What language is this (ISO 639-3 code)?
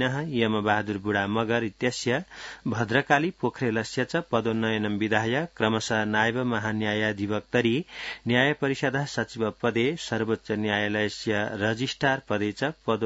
san